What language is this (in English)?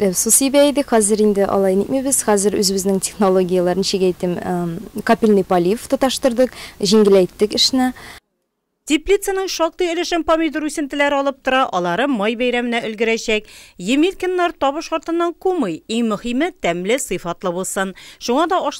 Tatar